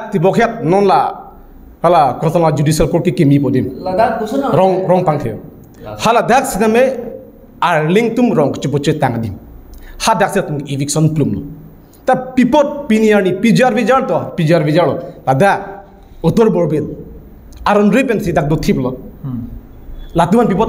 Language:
Karbi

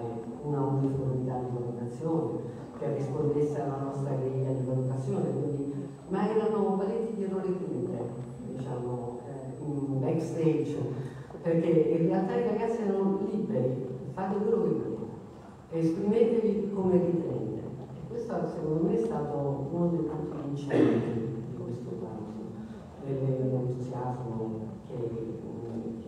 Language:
Italian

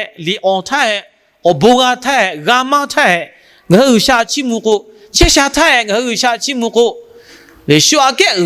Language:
Lahu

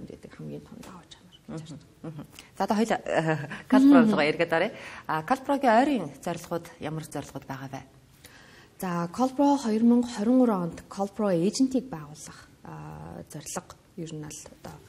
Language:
Mongolian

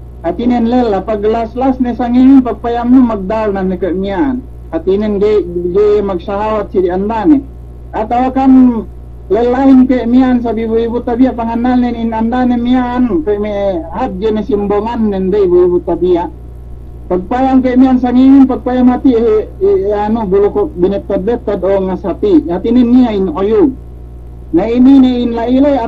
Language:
Yakan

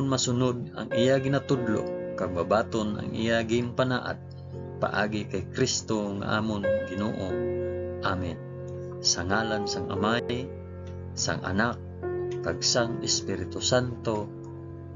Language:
Hiligaynon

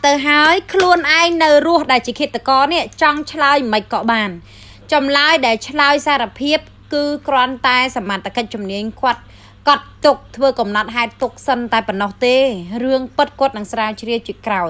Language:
Khmer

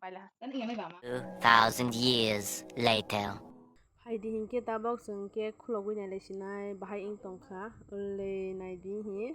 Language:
Kok Borok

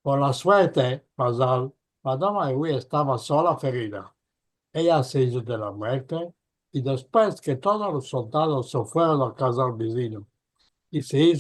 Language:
Ladino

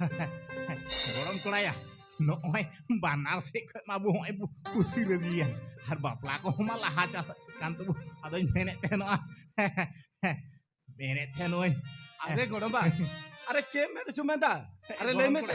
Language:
Santali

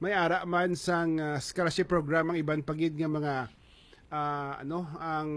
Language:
Hiligaynon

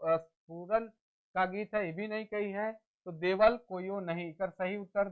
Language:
Sadri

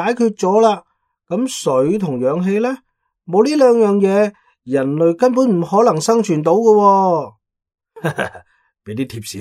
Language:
Cantonese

